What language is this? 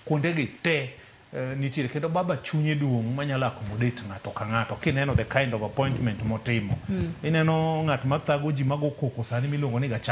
Luo (Kenya and Tanzania)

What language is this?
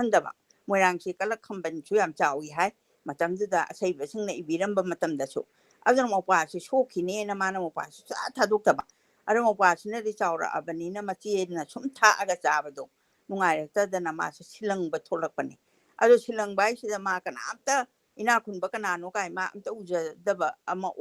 Manipuri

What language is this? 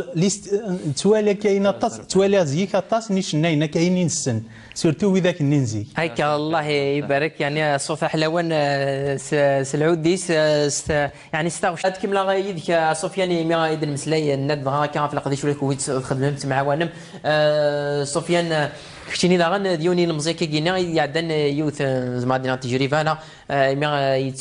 Kabyle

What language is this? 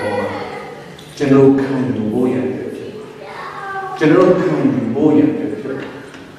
Burmese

